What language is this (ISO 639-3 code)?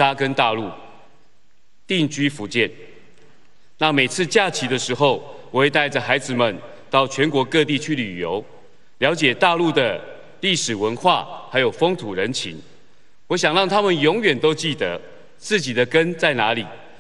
zho